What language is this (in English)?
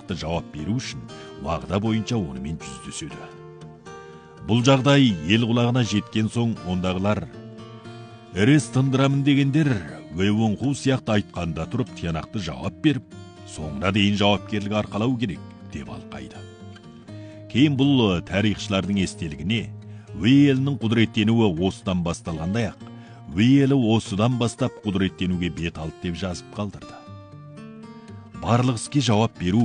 Kazakh